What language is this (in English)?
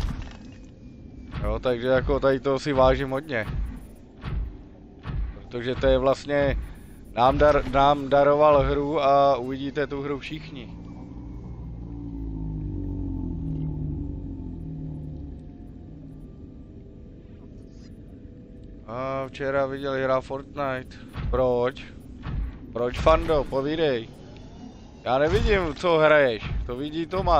Czech